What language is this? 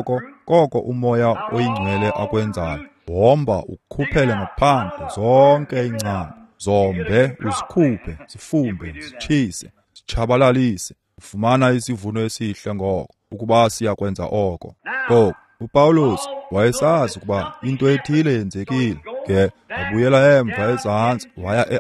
Xhosa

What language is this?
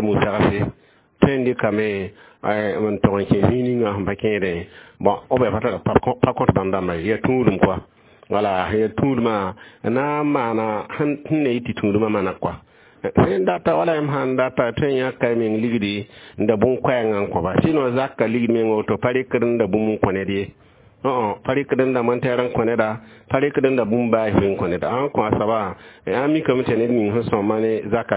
Mossi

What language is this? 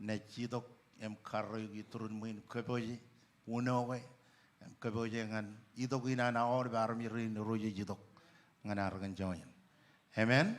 Marshallese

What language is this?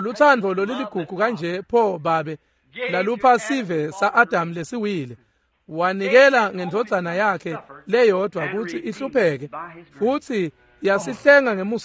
Swati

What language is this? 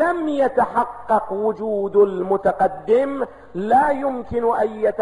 Arabic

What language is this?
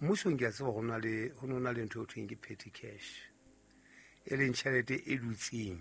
Southern Sotho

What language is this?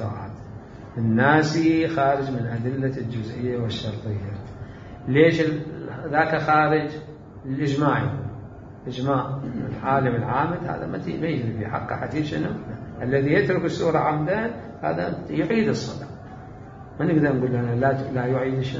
Mesopotamian Arabic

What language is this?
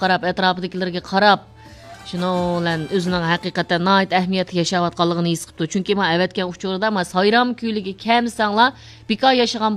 Uyghur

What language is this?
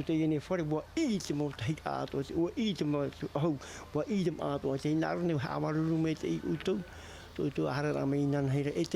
Tahitian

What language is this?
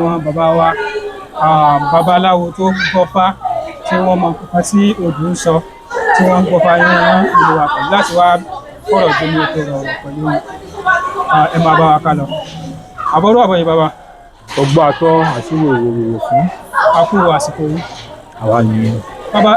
Yoruba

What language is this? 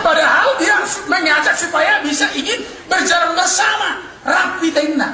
Batak Toba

